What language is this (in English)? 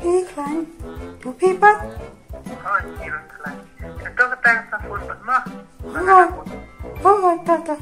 Khasi